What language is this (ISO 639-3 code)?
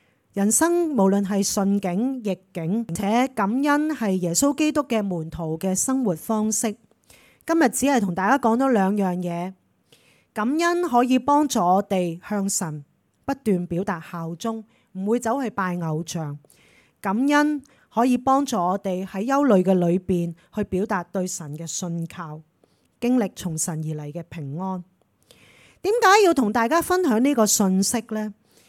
yue